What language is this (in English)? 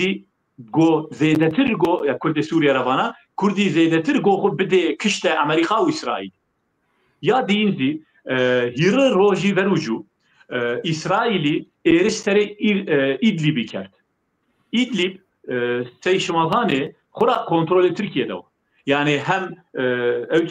Zaza